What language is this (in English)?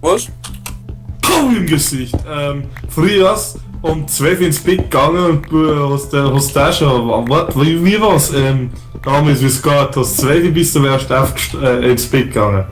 Bavarian